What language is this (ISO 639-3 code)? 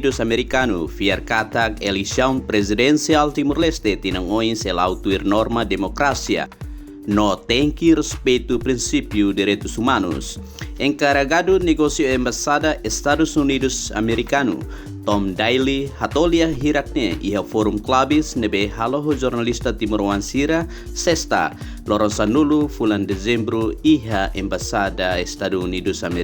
tet